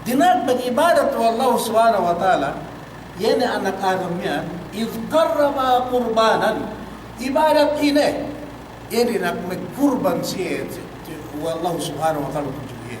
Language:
Yakan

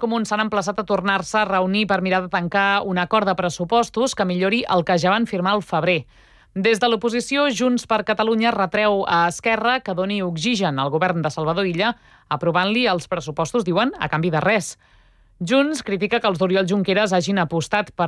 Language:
Catalan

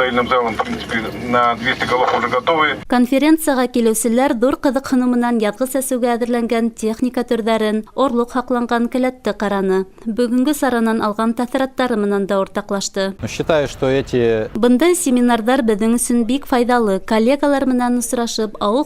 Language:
Bashkir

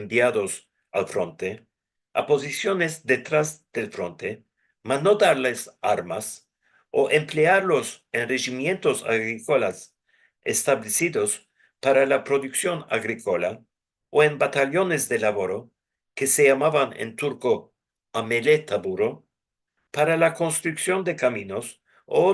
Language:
Ladino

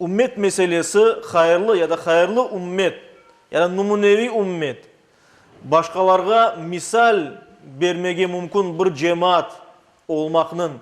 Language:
Crimean Tatar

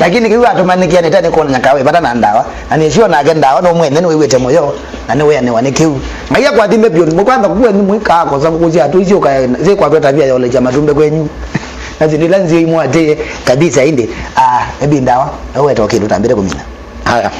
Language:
Kamba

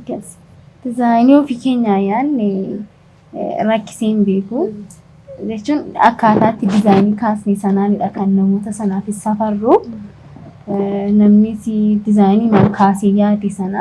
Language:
Oromo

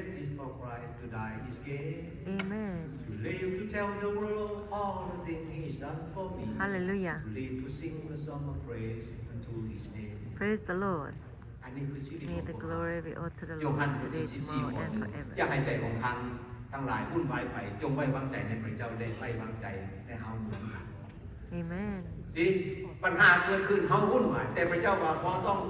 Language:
Lao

